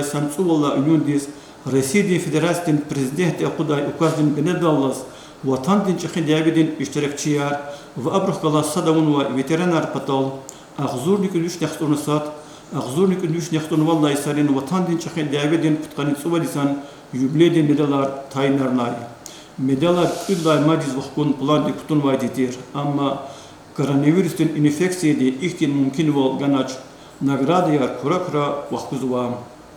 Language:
Lezghian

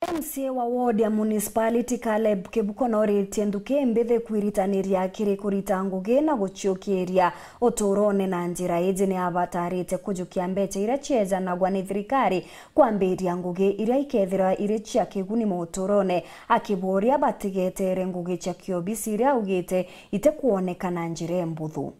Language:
Meru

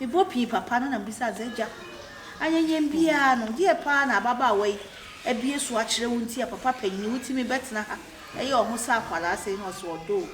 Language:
Akan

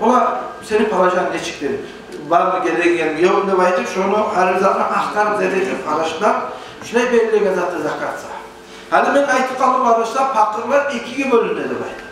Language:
Kumyk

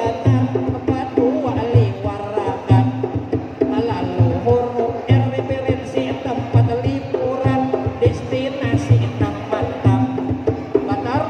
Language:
Banjar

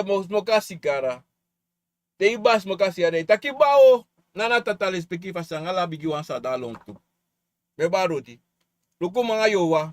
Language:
Sranan Tongo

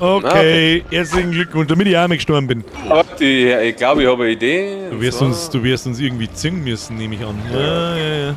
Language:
Bavarian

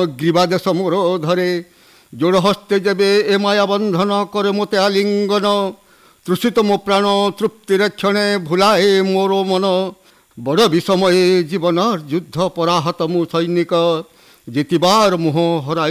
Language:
Odia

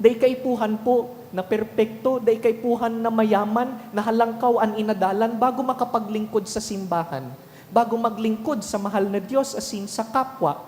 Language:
Bikol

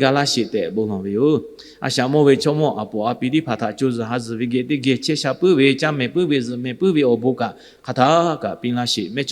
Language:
Lahu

